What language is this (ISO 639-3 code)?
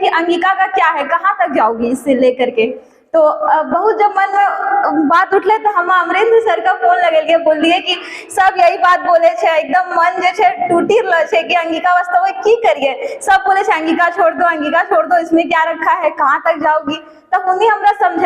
anp